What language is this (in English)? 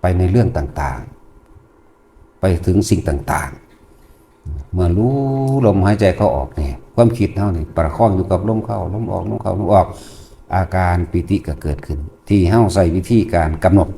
Northeastern Thai